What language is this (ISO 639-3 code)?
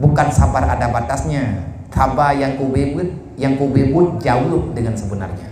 ace